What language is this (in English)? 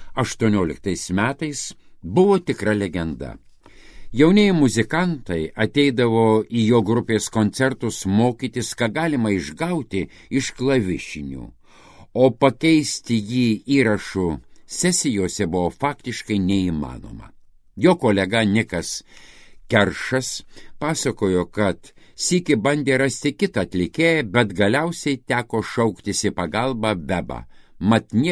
Lithuanian